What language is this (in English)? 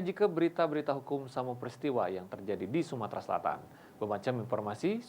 Musi